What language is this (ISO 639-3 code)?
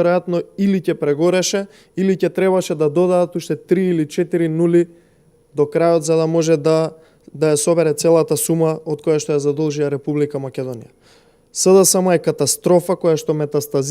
mkd